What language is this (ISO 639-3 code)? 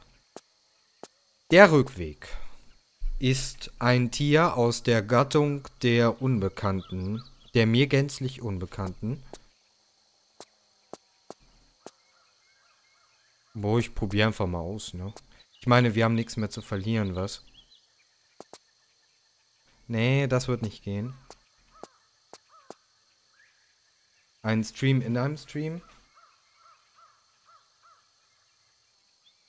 deu